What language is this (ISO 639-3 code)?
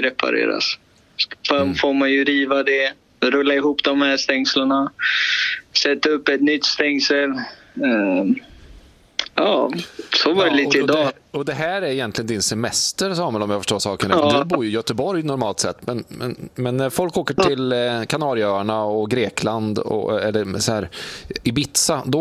swe